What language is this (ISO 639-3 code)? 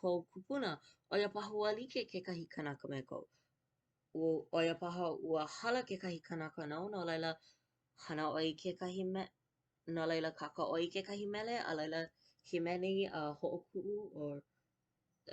haw